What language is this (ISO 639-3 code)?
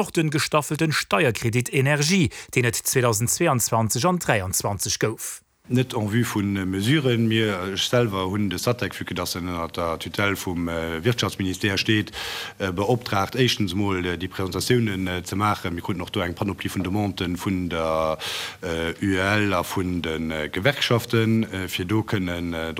ltz